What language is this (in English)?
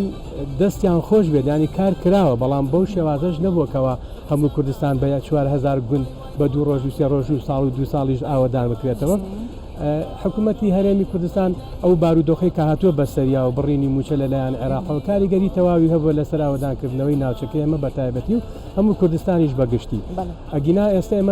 Central Kurdish